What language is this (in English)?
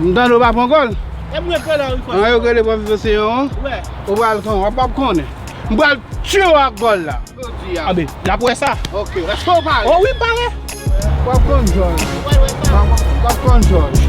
Haitian Creole